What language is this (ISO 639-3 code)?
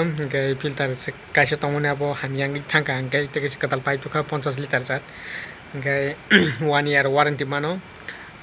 trp